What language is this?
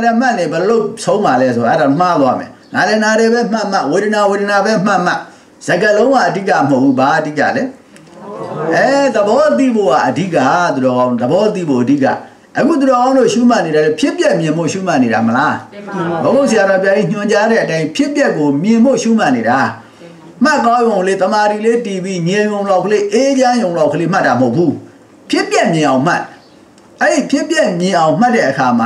Burmese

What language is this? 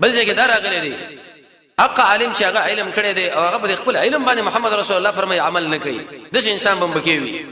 Pashto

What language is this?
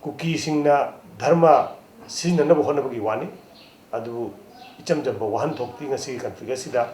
Manipuri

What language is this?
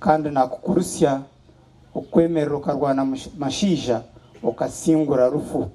Nyankole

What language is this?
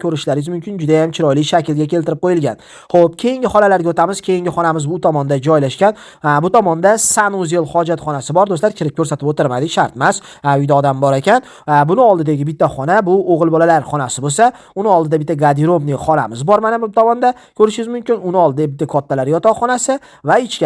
Uzbek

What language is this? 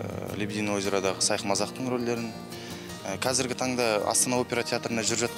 Kazakh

